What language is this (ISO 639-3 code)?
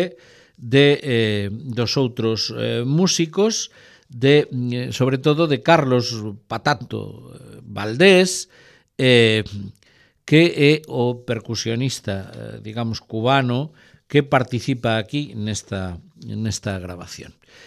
glg